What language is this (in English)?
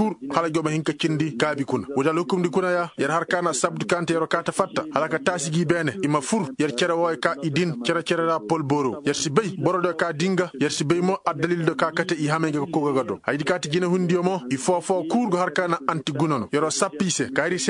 Koyraboro Senni